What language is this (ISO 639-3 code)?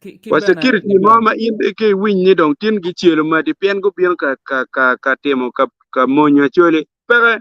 ach